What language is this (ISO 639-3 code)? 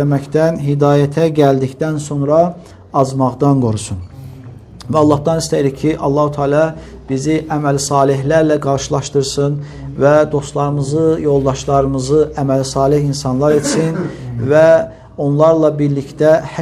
aze